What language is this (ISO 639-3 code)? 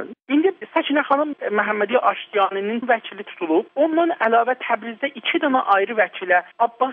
azb